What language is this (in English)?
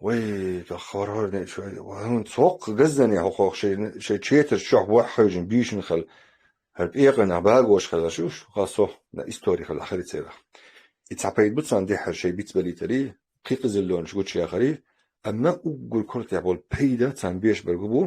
Chechen